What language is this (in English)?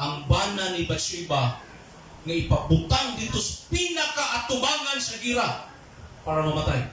Cebuano